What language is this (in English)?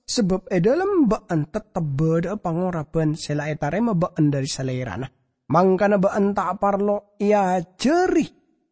Madurese